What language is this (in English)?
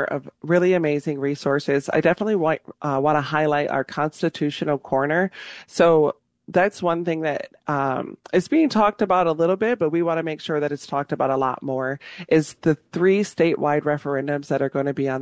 English